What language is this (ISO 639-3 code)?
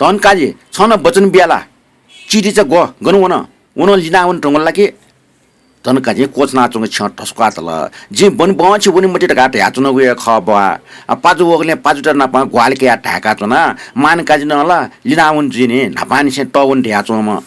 new